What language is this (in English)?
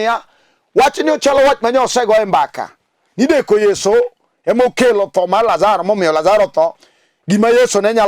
Luo (Kenya and Tanzania)